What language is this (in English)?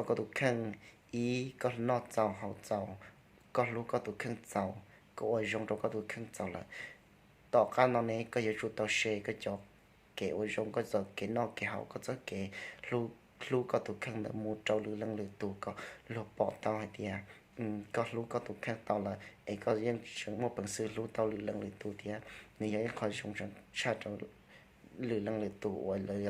Hmong